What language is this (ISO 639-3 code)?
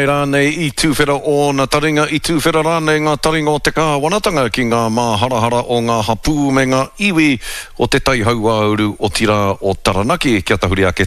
mri